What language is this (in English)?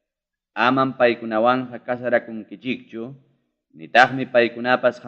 Ayacucho Quechua